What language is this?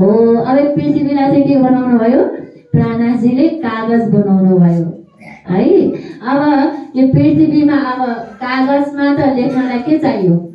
Nepali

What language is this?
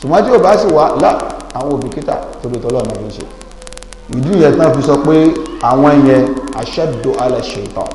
Yoruba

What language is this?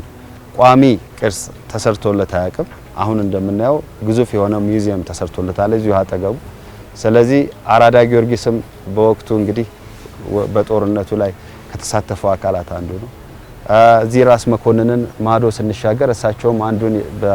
Amharic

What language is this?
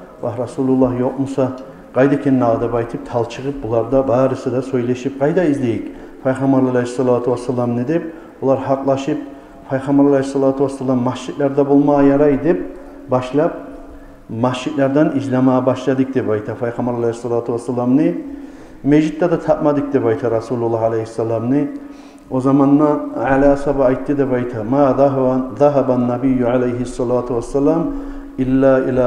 Kumyk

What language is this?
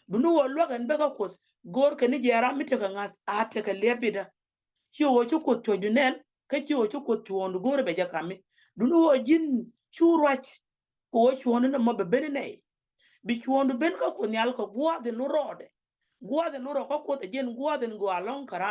Nuer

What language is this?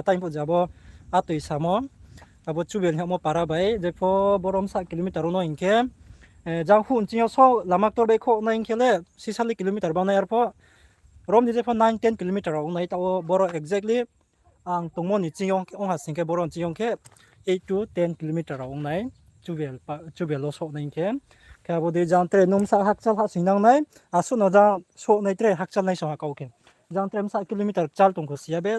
Riang (India)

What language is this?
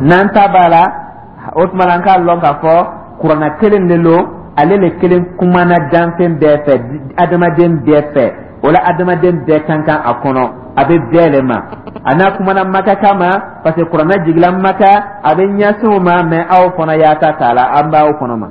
Dyula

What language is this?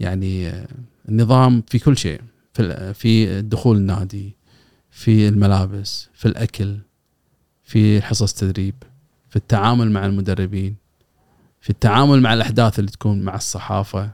Gulf Arabic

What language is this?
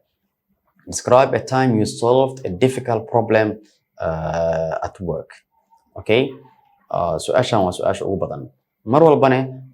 Somali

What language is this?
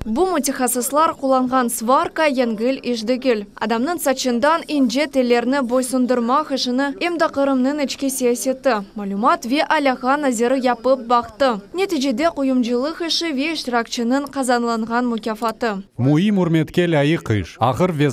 Crimean Tatar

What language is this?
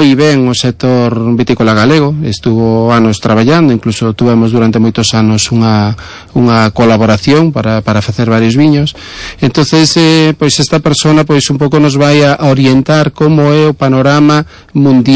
Galician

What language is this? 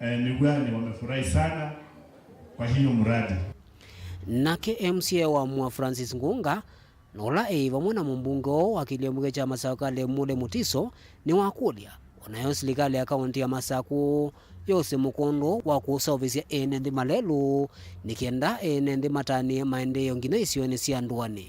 Kamba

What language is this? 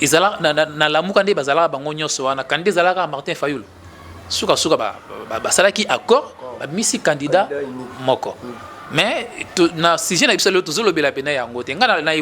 Lingala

